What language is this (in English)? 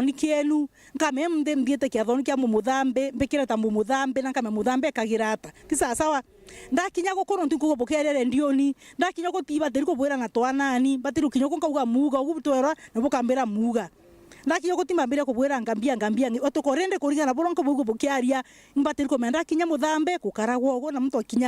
Meru